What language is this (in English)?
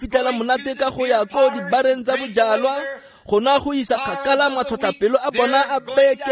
Tswana